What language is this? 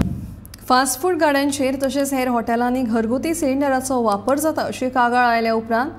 Konkani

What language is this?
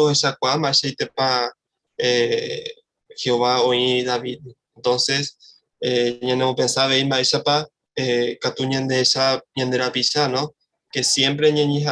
Guarani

